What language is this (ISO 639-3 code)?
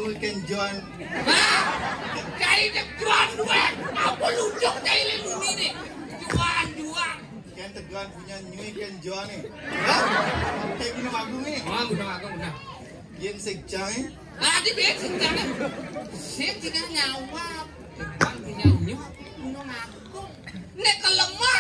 ban